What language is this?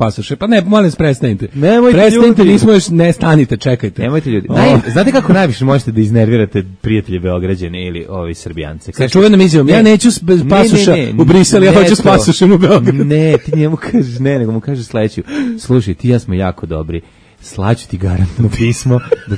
Serbian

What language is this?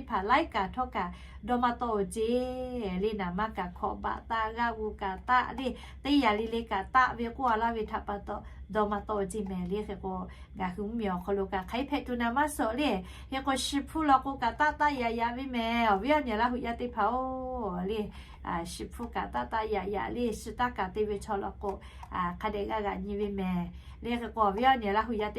Lahu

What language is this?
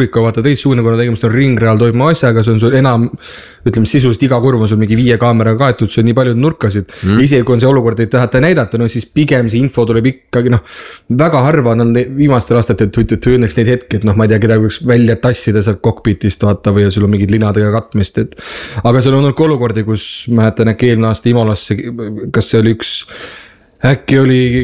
Estonian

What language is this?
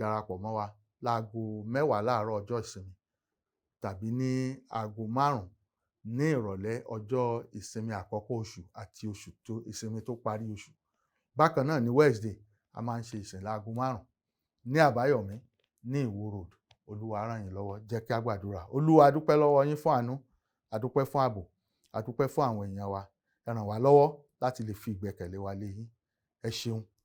Yoruba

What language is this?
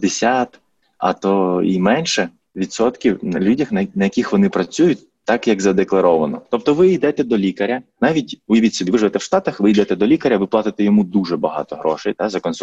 Ukrainian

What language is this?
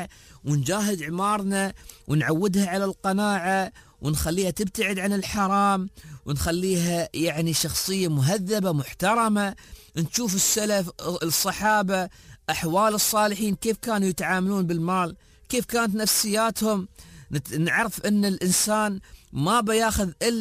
Gulf Arabic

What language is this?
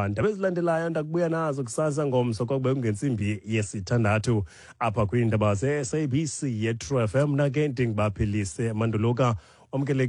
Xhosa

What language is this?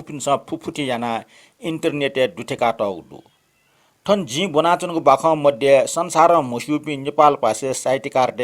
Newari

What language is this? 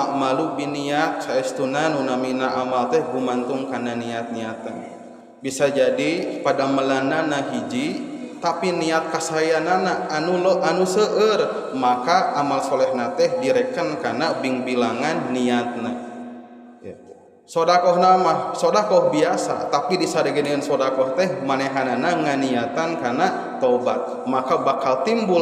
Sundanese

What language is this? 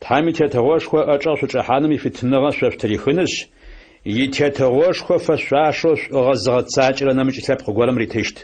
Adyghe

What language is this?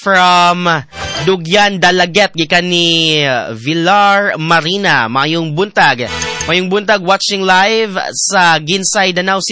Cebuano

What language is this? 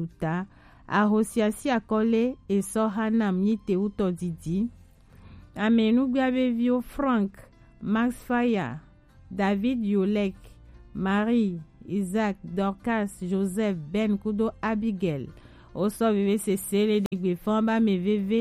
Gen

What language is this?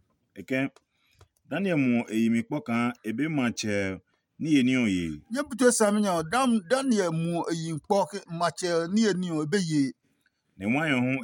Adangme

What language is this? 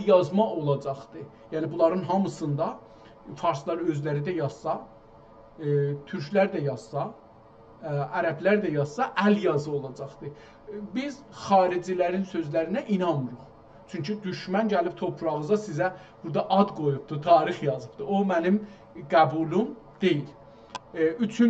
South Azerbaijani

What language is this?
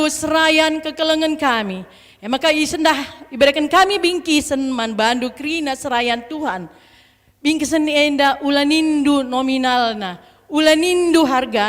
Batak Karo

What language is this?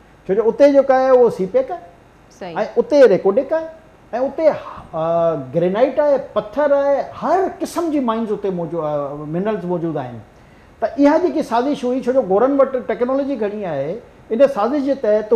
Sindhi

